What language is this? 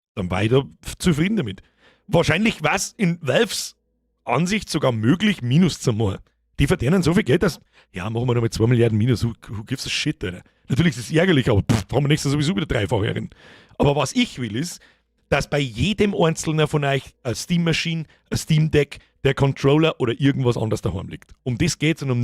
Bavarian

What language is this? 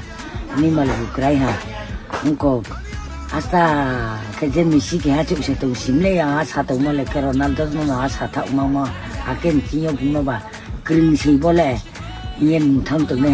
Riang (India)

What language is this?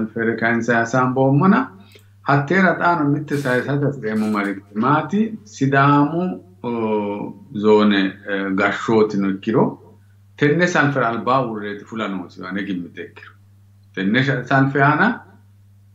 Sidamo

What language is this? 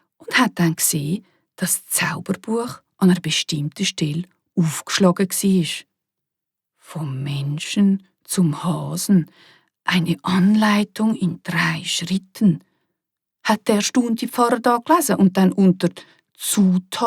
Swiss German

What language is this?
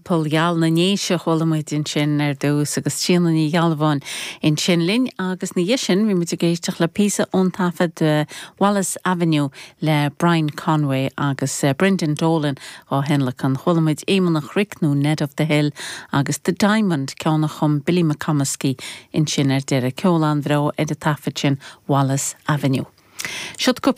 Irish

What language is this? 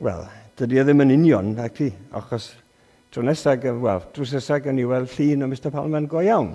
Welsh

